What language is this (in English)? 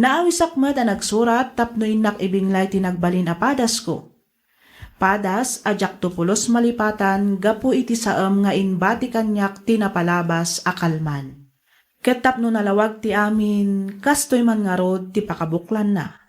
Iloko